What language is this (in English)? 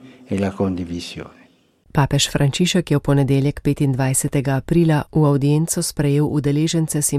Slovenian